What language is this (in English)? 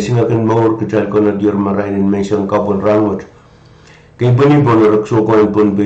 Pohnpeian